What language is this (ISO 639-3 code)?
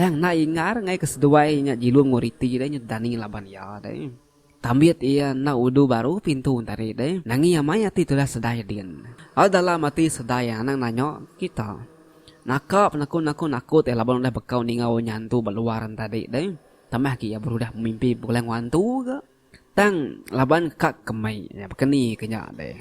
iba